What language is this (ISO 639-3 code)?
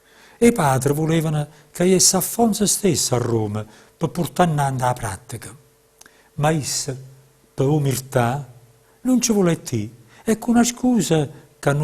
nap